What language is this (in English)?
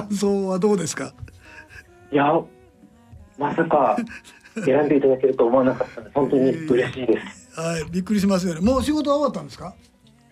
Japanese